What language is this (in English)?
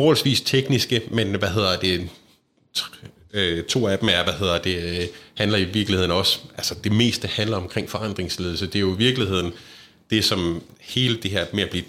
Danish